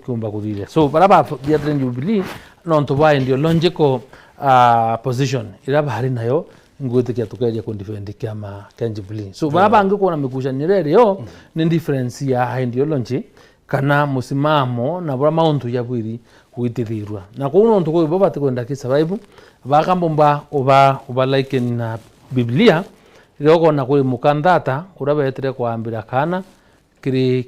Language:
Meru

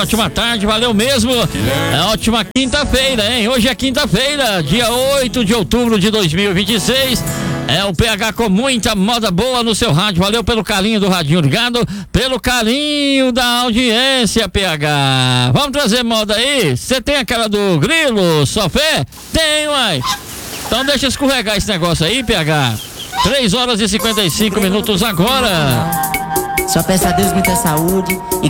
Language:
Portuguese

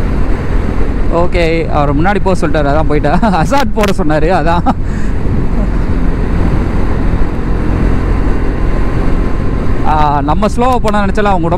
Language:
Tamil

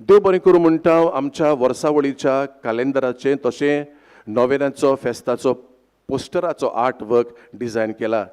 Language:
Konkani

